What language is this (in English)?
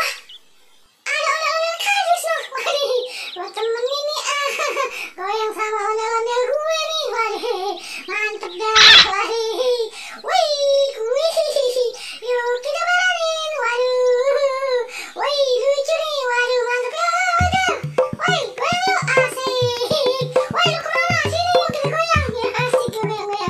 Betawi